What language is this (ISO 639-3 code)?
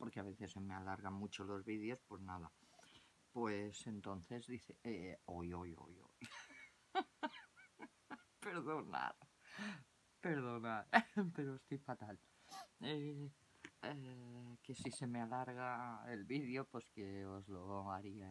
spa